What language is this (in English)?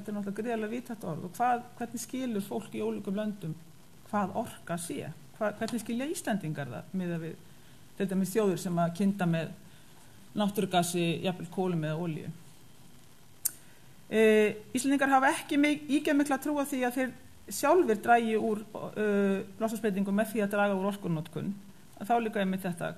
Icelandic